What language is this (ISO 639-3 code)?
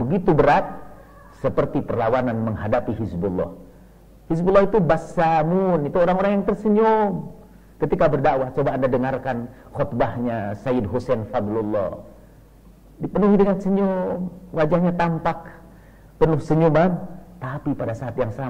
ind